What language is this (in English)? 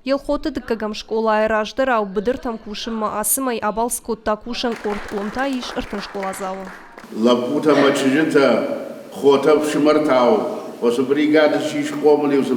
Ossetic